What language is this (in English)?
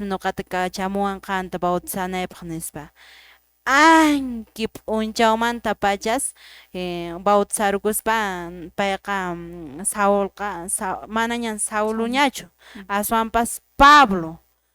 Quechua